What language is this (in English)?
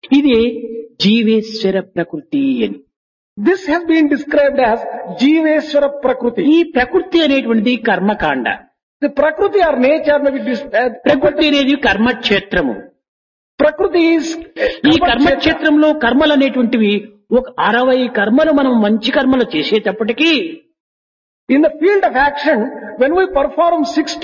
Telugu